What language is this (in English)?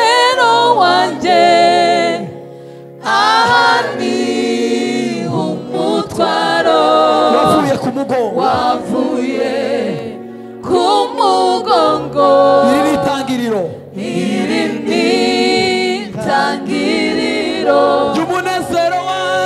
Kinyarwanda